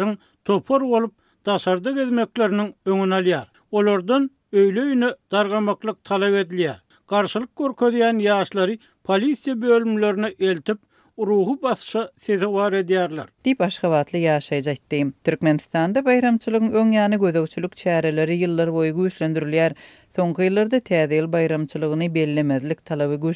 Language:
Turkmen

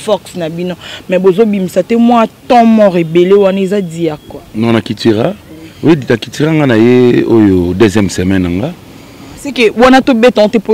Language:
Lingala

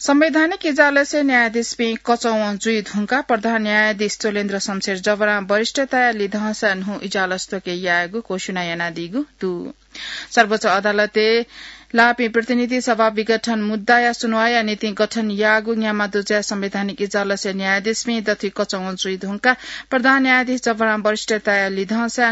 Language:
Newari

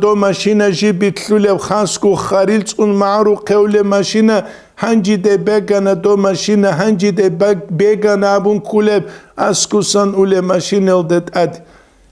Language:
Avaric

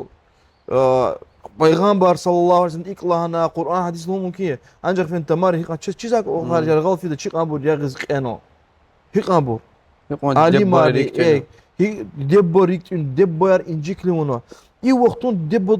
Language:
Lezghian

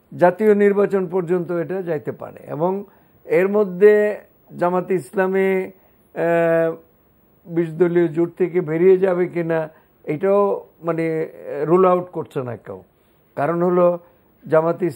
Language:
Bangla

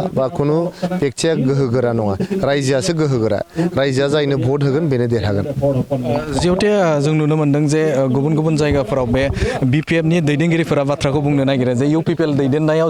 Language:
Bodo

